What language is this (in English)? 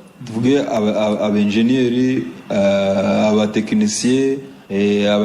Kinyarwanda